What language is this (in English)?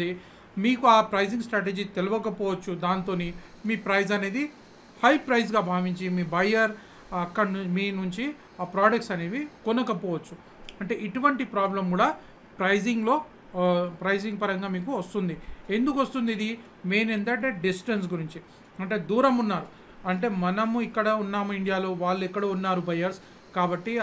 Telugu